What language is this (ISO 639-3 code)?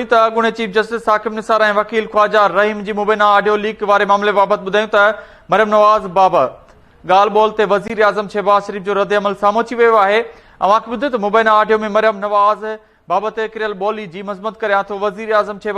snd